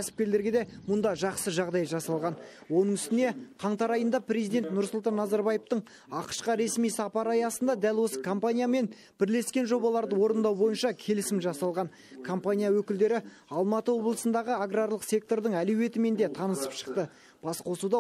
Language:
Kazakh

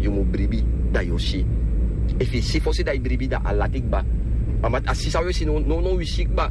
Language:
Sranan Tongo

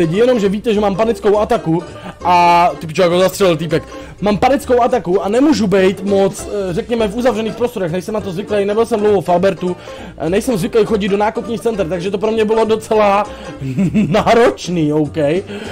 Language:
Czech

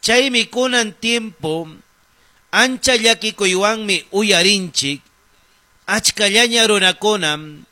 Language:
Ayacucho Quechua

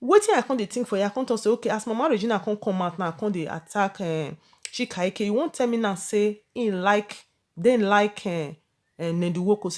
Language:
Nigerian Pidgin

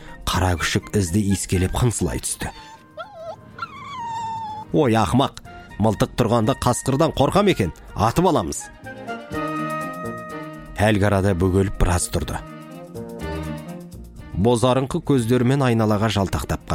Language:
Kazakh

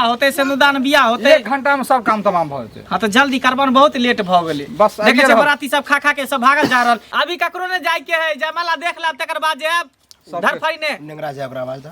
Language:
Maithili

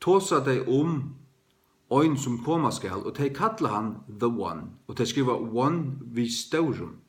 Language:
Faroese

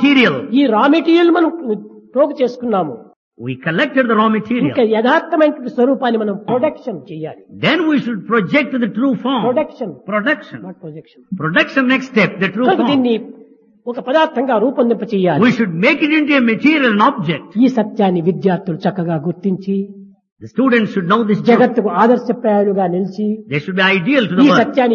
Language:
Telugu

